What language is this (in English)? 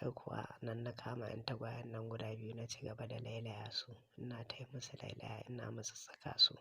Hausa